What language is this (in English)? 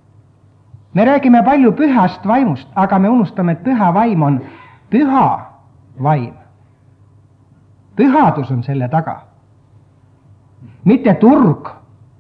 Estonian